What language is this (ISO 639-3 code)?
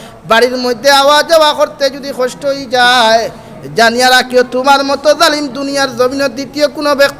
syl